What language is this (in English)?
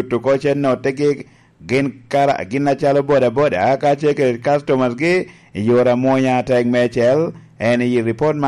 Lango (Uganda)